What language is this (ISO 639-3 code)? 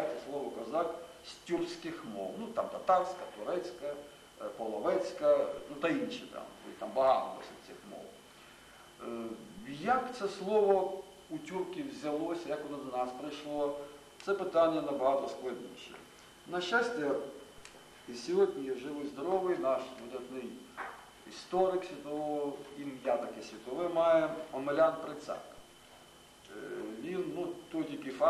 ukr